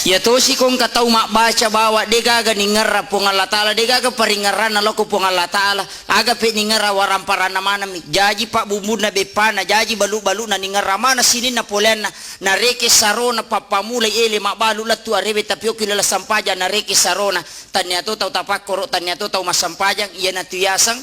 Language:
Buginese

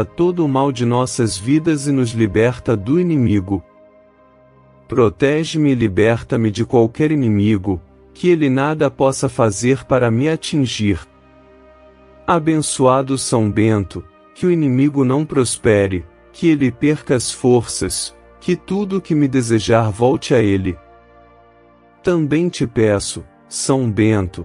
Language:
Portuguese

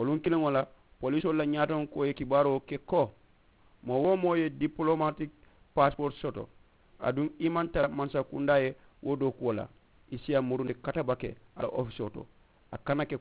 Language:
Mandingo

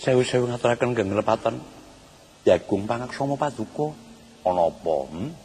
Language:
Javanese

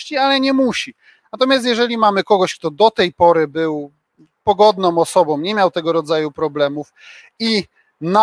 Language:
Polish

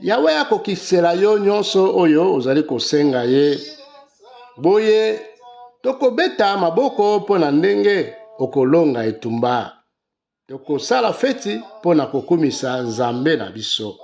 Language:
Lingala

